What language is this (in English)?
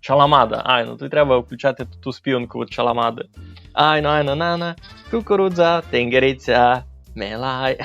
Rusyn